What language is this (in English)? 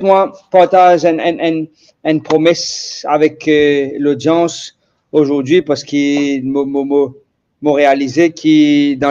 Morisyen